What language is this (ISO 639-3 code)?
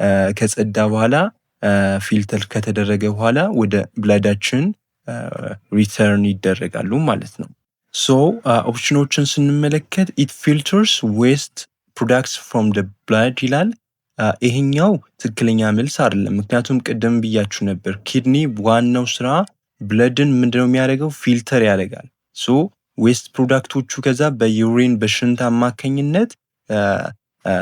amh